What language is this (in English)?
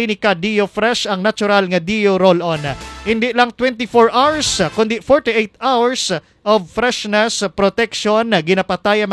Hiligaynon